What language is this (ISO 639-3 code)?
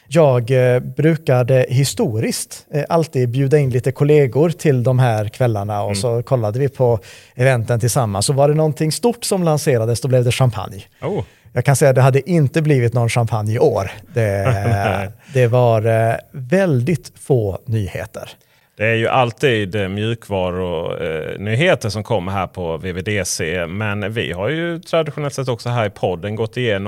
swe